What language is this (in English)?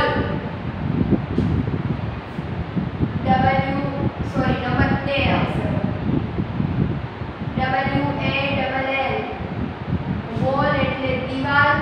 Gujarati